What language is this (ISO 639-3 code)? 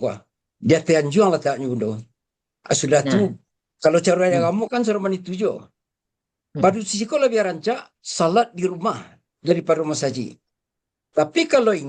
min